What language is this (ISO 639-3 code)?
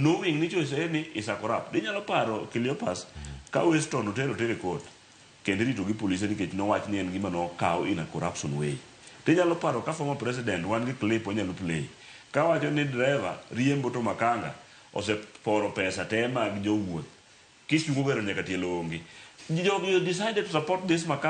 luo